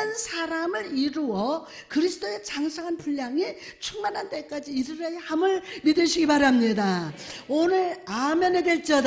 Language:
Korean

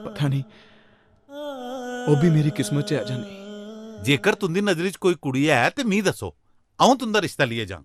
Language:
Dogri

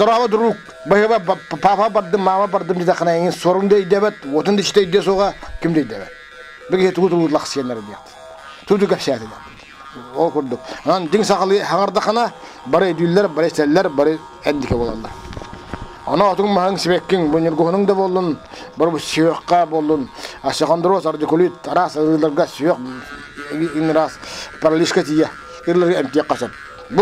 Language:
Yakut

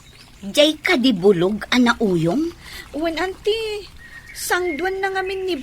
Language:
Iloko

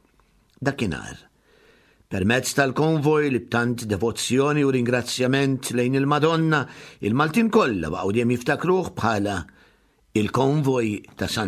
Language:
Maltese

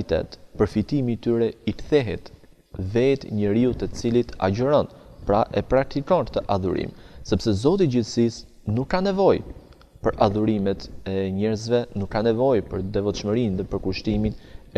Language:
Albanian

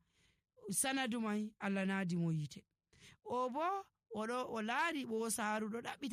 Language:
Nigerian Fulfulde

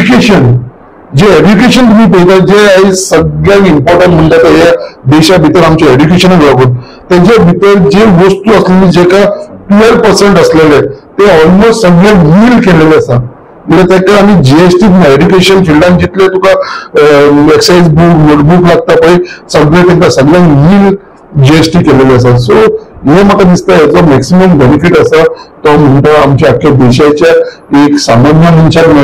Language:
Konkani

